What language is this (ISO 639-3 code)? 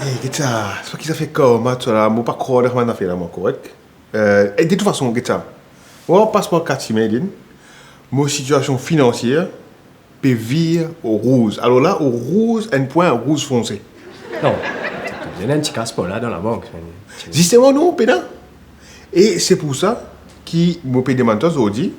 mfe